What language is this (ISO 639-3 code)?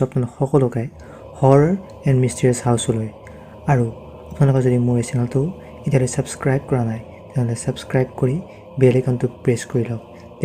asm